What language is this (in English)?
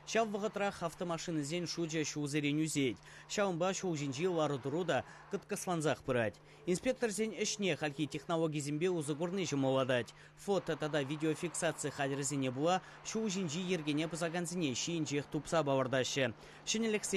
Chuvash